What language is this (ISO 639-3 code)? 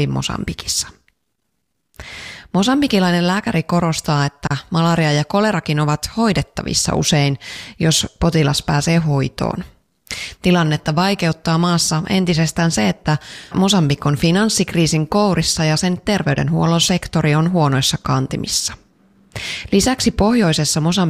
fin